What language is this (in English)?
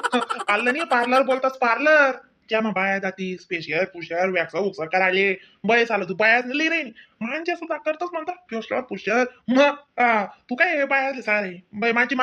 Khandesi